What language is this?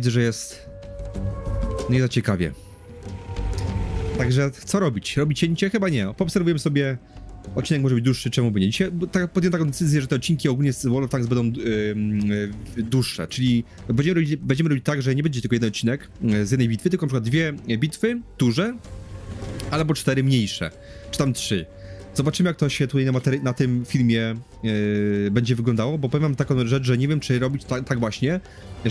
Polish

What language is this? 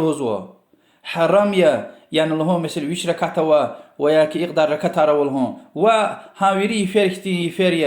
Lezghian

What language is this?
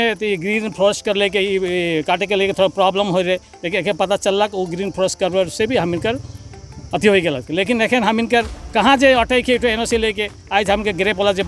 Sadri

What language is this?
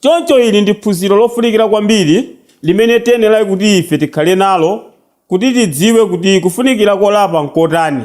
Nyanja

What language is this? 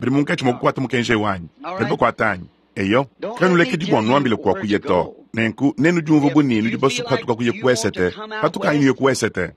Luba-Lulua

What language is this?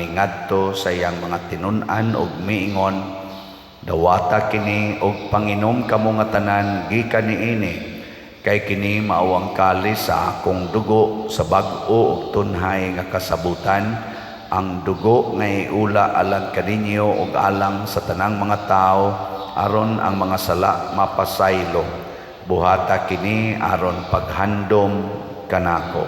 Cebuano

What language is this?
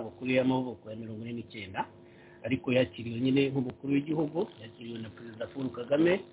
Kinyarwanda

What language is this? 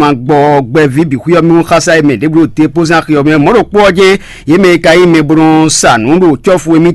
Fon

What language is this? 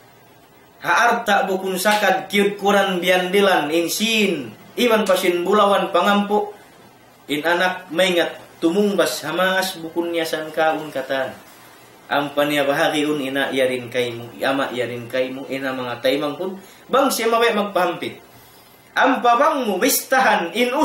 Tausug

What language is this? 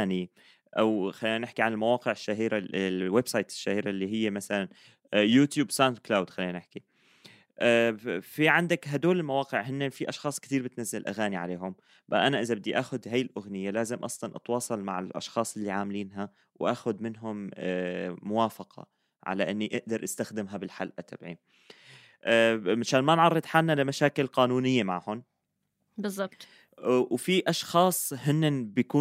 North Levantine Arabic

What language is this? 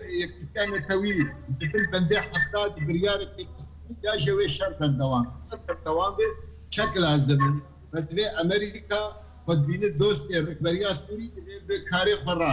Kurdish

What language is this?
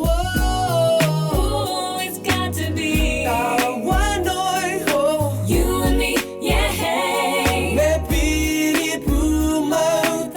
Māori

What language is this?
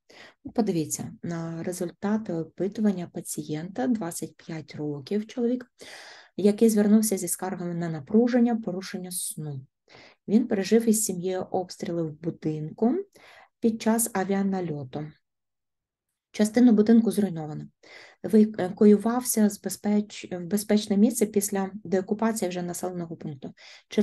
Ukrainian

